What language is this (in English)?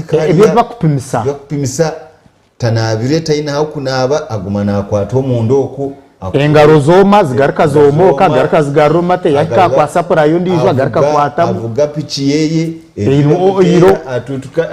Nyankole